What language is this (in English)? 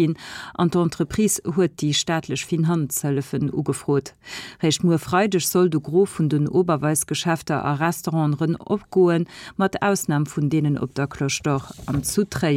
Luxembourgish